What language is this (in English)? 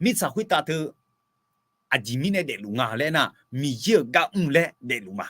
Akha